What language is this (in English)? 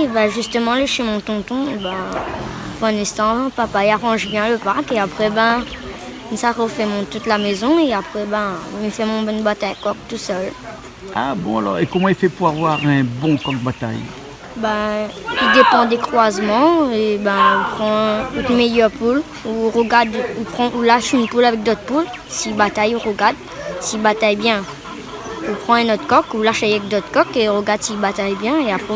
Réunion Creole French